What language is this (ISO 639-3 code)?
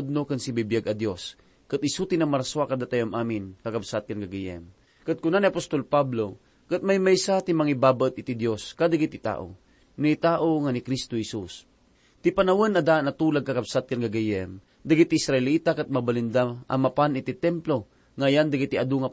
ilo